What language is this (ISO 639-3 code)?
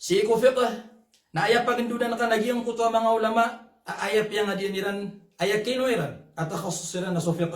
mrw